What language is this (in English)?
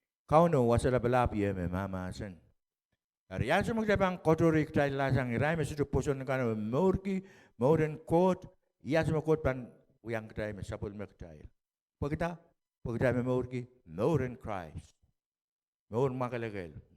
Pohnpeian